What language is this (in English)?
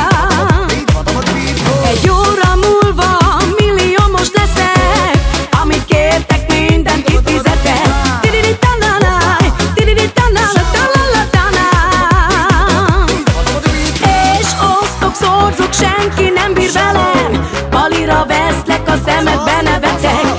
Hungarian